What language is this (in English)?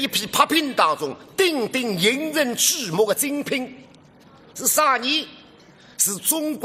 Wu Chinese